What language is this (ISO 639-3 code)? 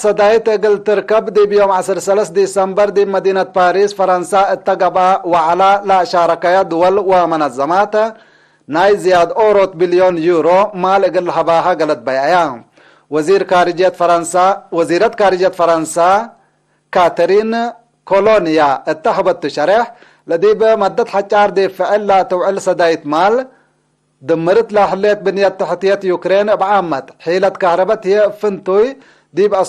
tig